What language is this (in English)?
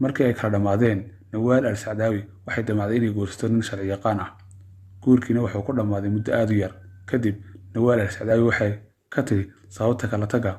Somali